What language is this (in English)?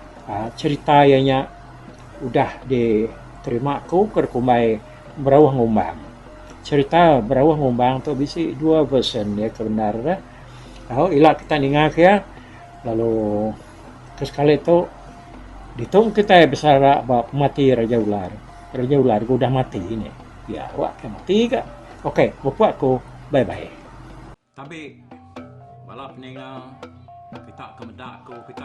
Iban